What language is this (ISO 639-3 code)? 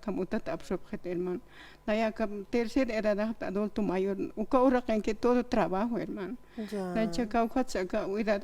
aym